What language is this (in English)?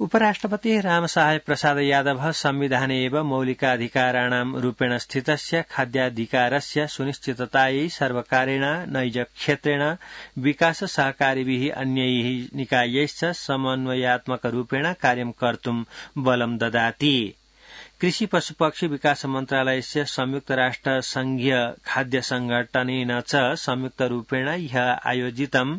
Sanskrit